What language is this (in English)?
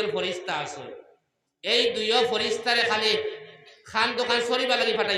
Sylheti